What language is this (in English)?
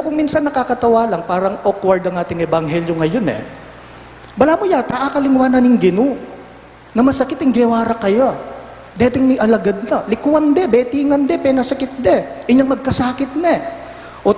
Pampanga